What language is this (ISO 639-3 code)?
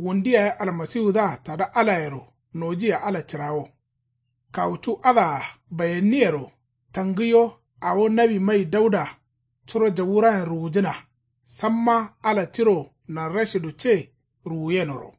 kau